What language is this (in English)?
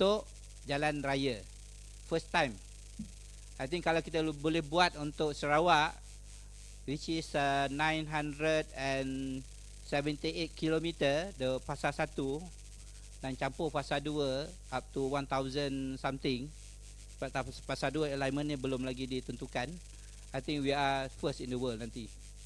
Malay